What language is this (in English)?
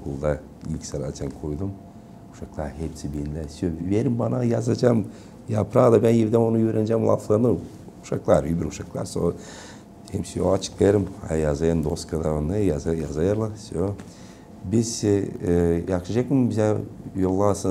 Gagauz